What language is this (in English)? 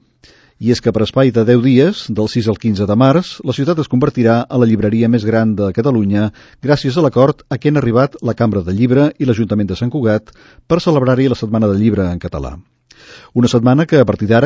Catalan